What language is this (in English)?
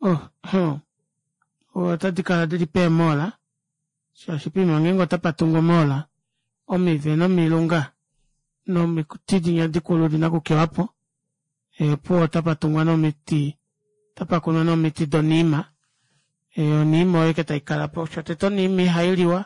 Kuanyama